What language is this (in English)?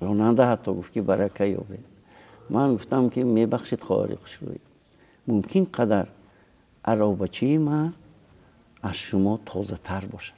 Tajik